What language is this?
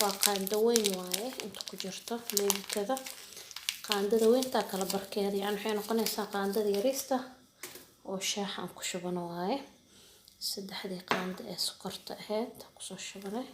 Somali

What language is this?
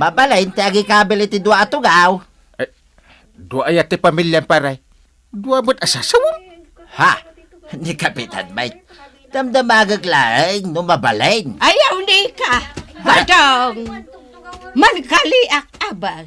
Iloko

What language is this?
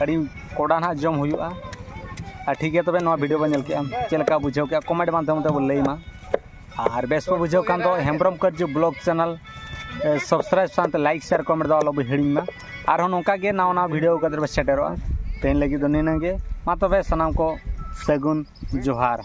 Santali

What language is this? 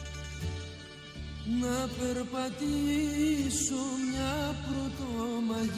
Greek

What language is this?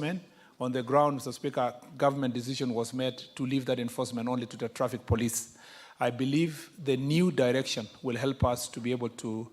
Kamba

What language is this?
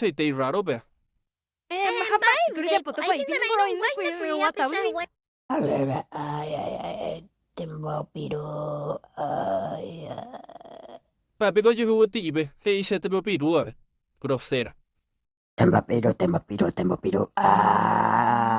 Guarani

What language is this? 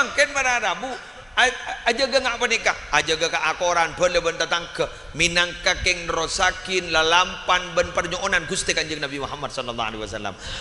Madurese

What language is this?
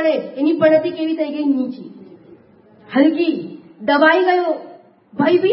Gujarati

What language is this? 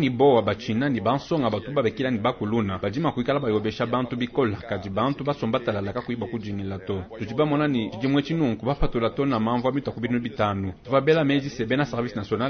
Luba-Lulua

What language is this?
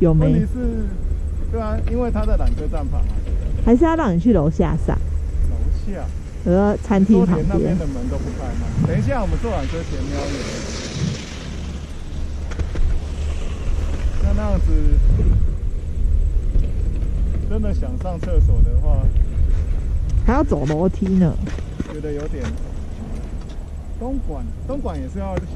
Chinese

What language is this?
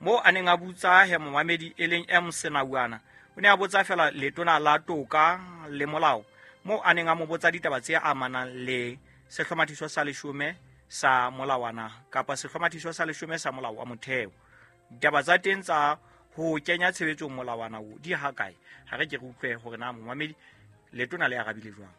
Southern Sotho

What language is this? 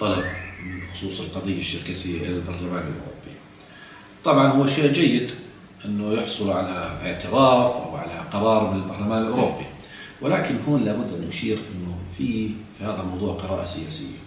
South Levantine Arabic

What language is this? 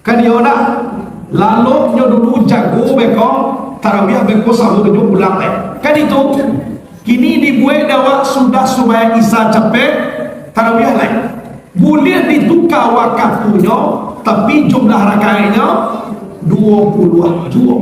Minangkabau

